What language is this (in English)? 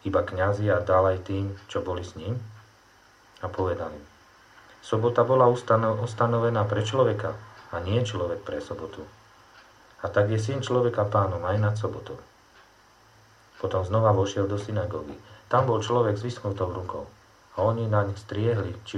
Slovak